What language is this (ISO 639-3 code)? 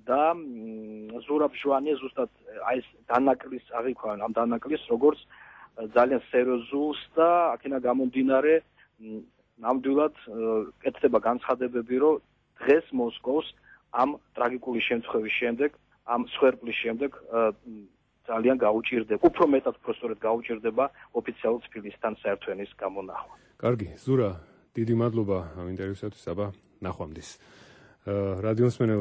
kat